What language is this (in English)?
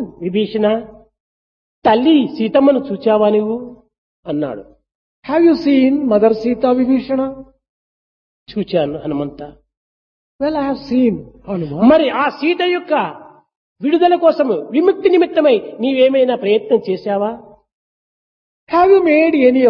Telugu